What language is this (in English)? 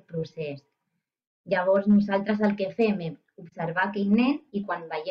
Catalan